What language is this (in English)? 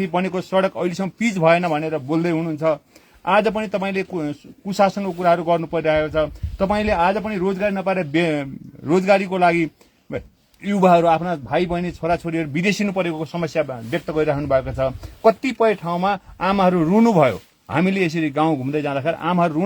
Nepali